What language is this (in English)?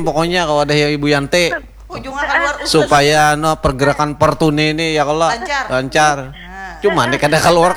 Banjar